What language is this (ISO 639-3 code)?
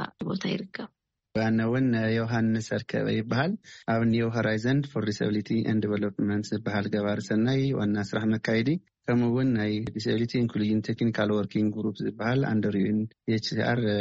tir